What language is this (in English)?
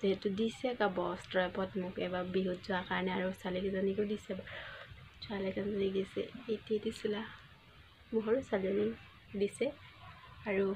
Assamese